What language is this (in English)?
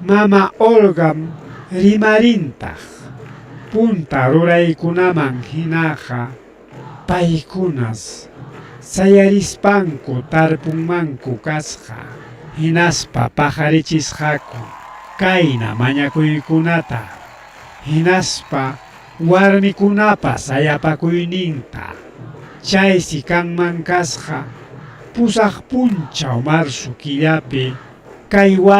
Ayacucho Quechua